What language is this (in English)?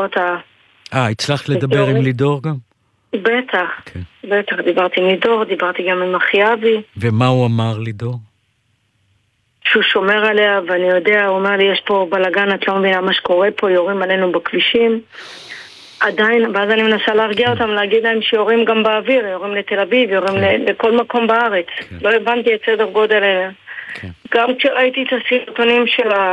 Hebrew